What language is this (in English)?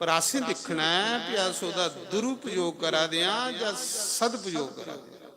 Dogri